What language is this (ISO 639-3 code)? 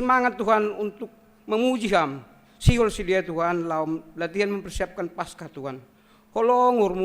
bts